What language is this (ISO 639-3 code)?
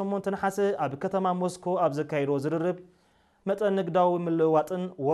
tir